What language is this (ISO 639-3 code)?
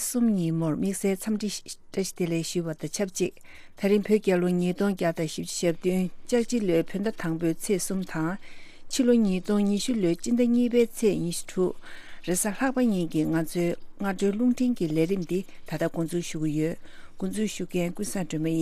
bod